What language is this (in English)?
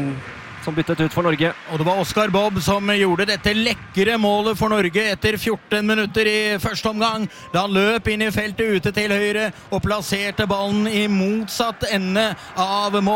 Norwegian